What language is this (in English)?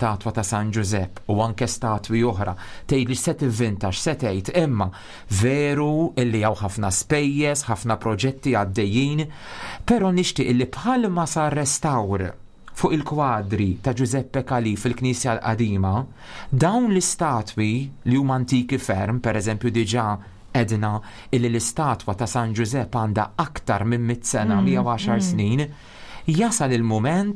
Maltese